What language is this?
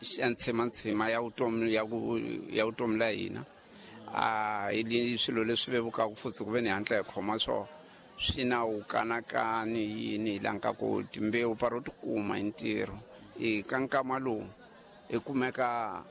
Tsonga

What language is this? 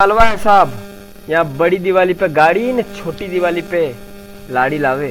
Rajasthani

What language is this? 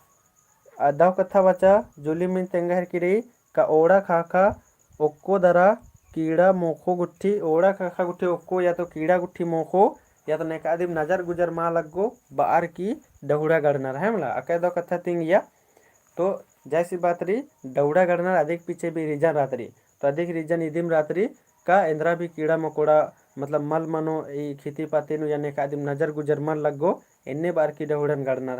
Kurukh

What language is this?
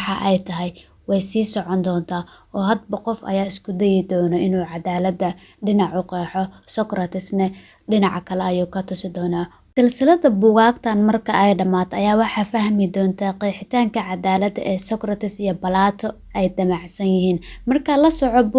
Somali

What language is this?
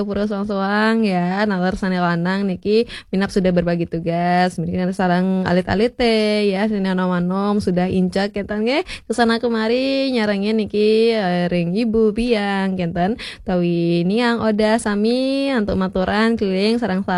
Balinese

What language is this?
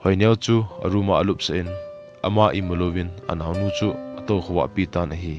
Thado Chin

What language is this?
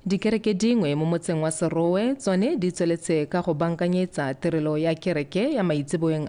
Tswana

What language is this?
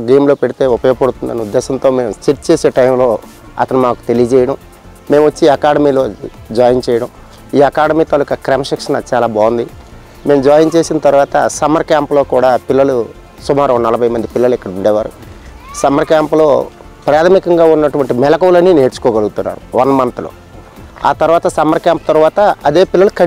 Telugu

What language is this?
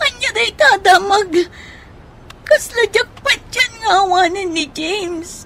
Iloko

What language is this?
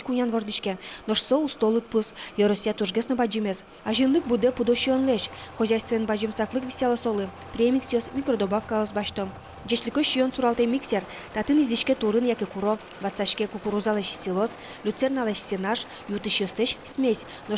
Udmurt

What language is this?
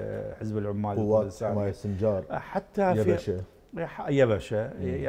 Mesopotamian Arabic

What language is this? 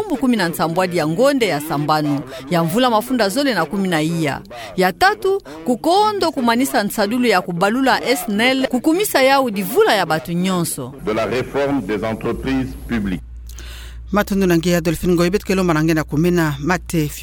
Kituba (Democratic Republic of Congo)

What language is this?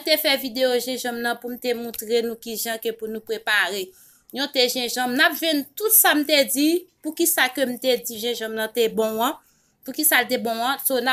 Haitian Creole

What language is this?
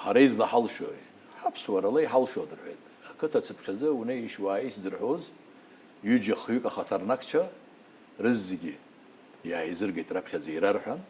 Abkhazian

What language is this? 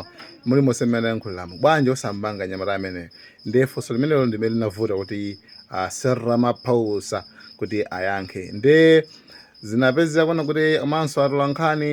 Nyanja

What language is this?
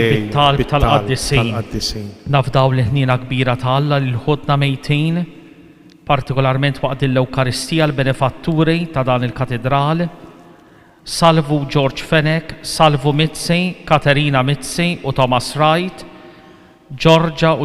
Maltese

